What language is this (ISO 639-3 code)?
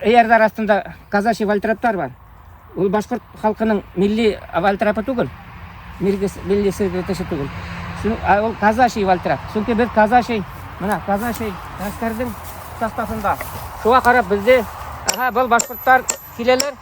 bak